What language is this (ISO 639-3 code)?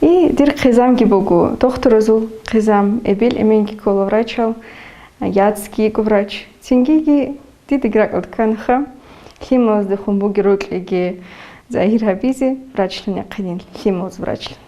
ava